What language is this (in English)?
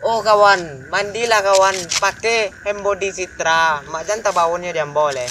Minangkabau